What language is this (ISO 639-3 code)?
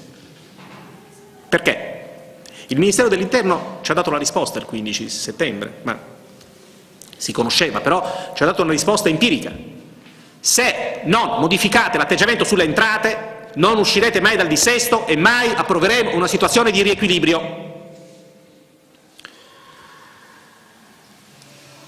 ita